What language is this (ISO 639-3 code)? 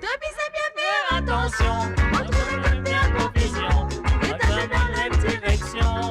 mfe